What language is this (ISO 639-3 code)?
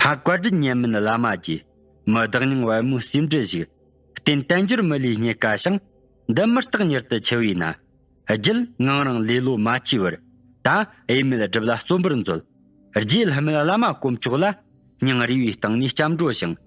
bod